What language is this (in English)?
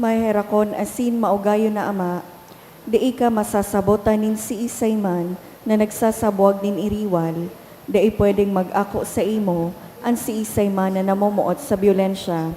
Bikol